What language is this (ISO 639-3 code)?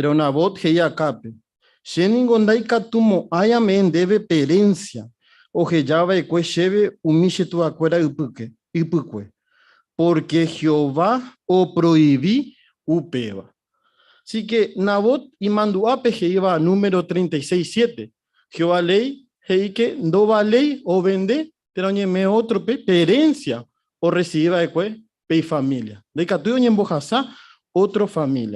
grn